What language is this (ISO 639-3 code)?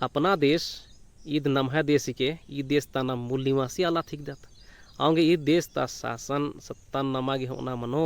kru